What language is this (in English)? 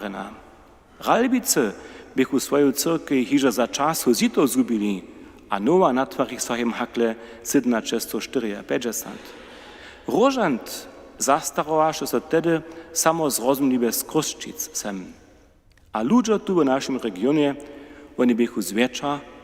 Upper Sorbian